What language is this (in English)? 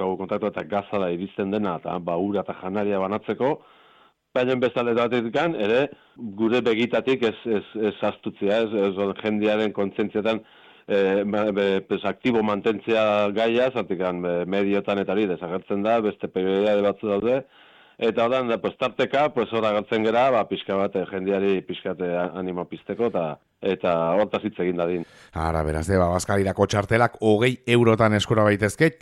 Basque